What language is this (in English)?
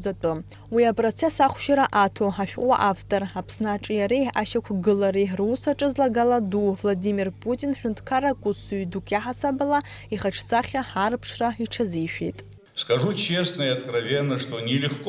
Abkhazian